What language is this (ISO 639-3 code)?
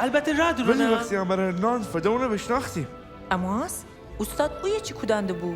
glk